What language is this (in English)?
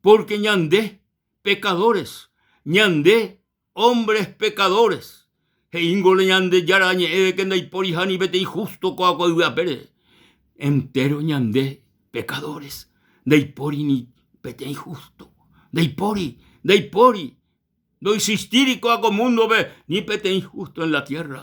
Guarani